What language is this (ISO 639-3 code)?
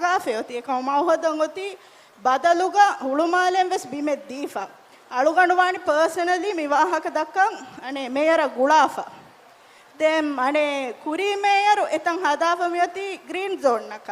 div